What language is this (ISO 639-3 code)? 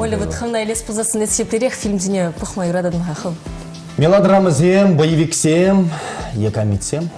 chv